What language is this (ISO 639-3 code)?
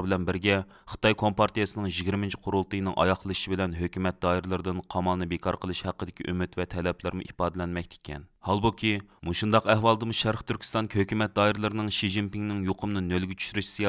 uig